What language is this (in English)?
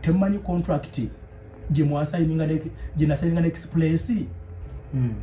Ganda